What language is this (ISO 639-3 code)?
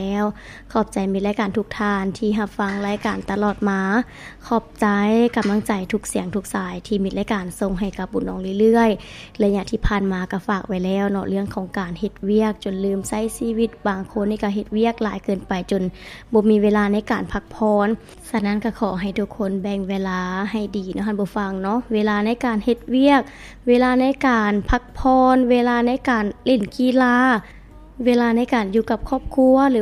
lao